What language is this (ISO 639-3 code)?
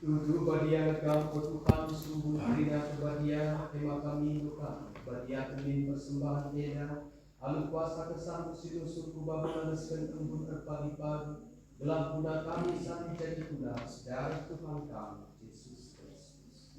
btx